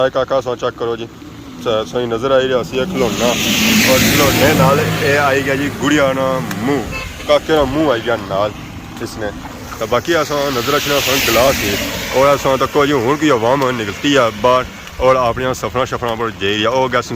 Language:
Pahari-Potwari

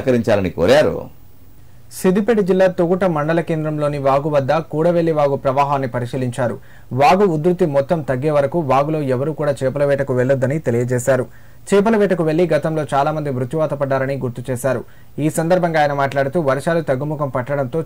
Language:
Telugu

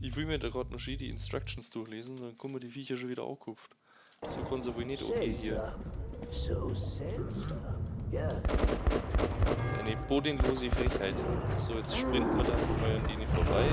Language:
Bavarian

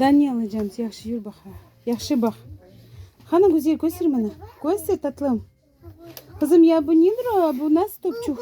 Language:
Crimean Tatar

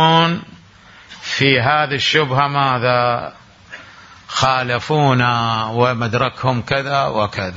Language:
Mesopotamian Arabic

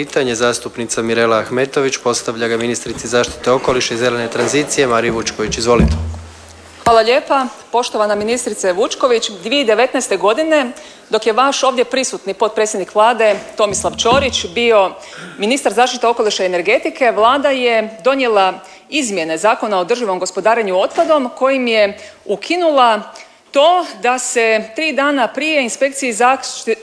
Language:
Croatian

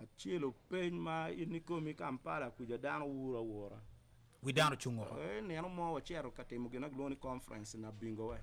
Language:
Acoli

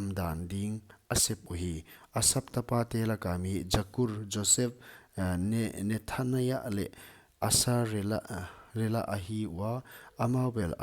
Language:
Paite Chin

